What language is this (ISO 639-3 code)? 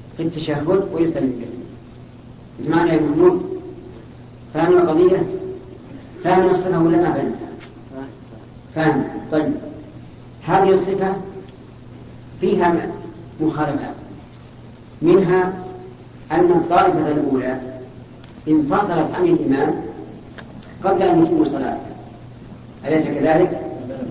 ara